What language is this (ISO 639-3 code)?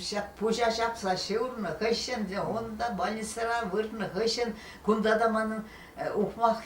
chv